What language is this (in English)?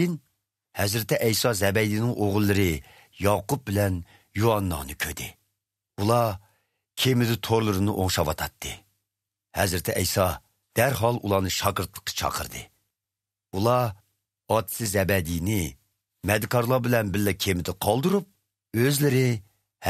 Uyghur